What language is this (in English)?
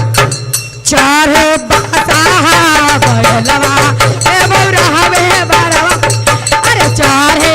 Magahi